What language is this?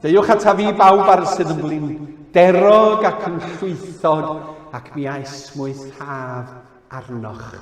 Welsh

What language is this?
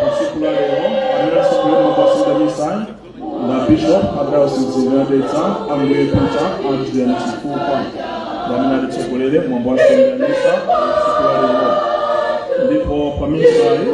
Nyanja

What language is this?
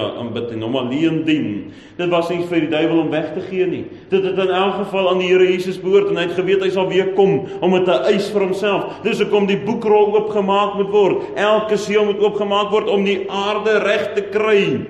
Afrikaans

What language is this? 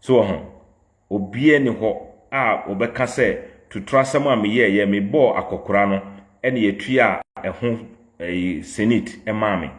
Akan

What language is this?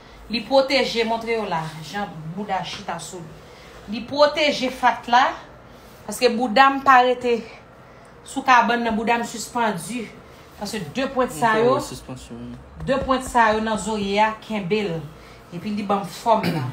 Haitian Creole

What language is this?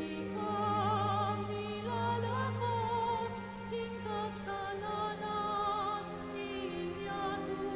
Pampanga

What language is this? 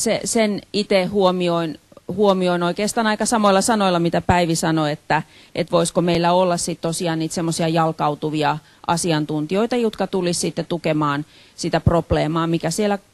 Finnish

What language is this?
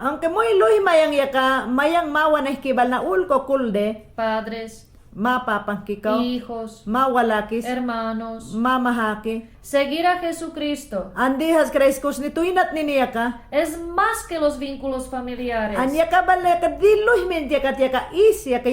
Mayangna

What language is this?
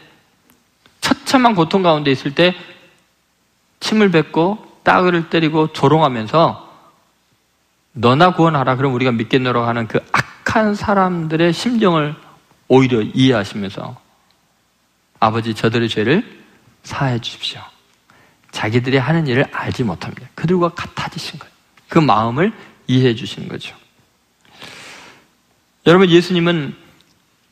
Korean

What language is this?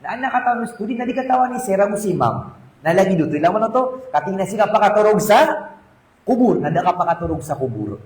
Maranao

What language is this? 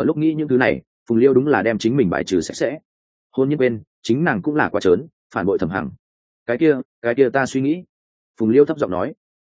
Vietnamese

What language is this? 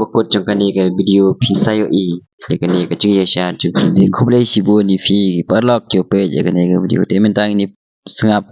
Khasi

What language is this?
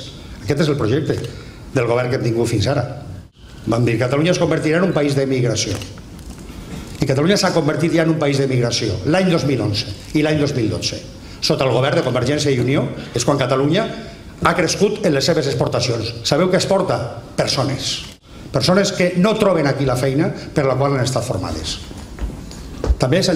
Catalan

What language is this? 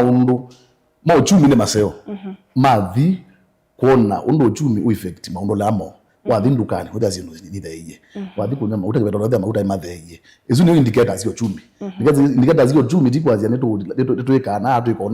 Kamba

